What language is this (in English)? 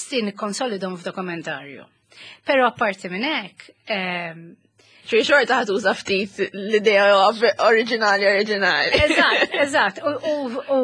Maltese